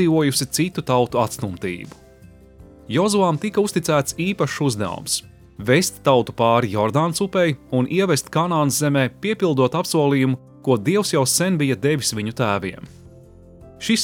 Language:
Latvian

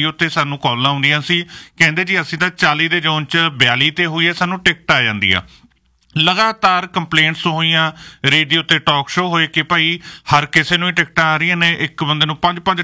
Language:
Punjabi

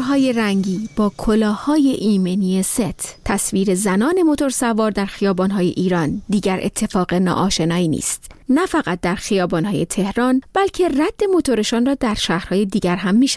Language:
Persian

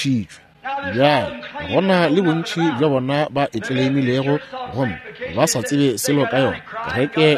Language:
Northern Sotho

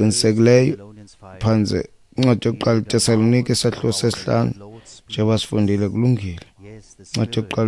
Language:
Xhosa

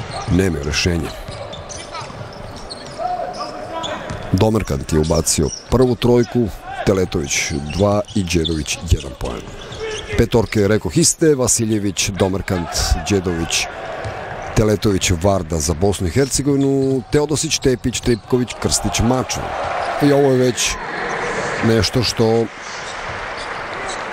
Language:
Serbian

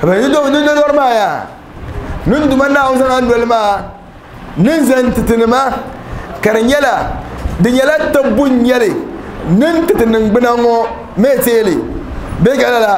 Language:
Dagbani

